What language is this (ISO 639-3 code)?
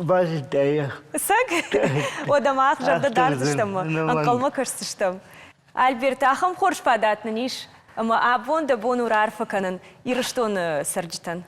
oss